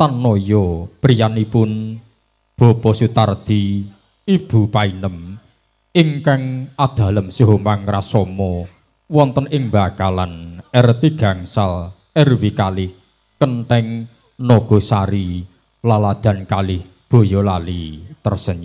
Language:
Javanese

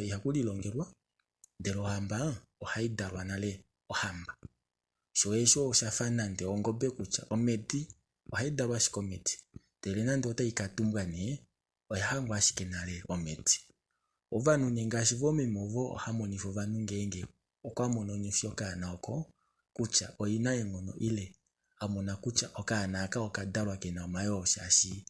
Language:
Kuanyama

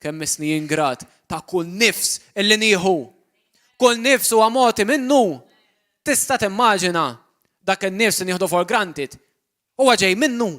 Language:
Maltese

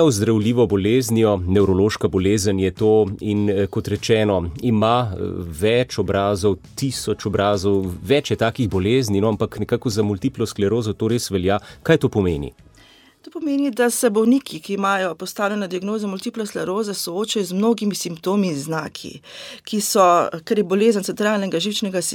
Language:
Slovenian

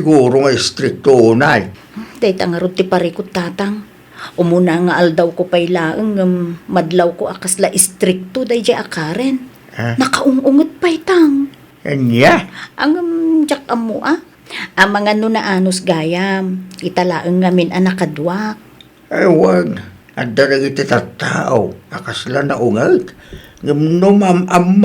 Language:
Iloko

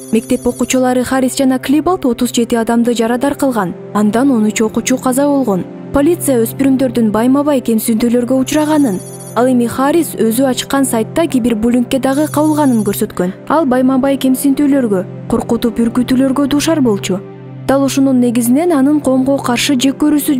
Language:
Kyrgyz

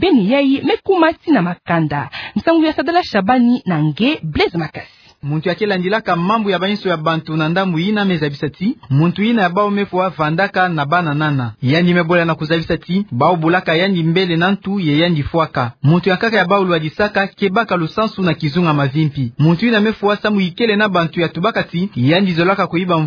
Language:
Kituba (Democratic Republic of Congo)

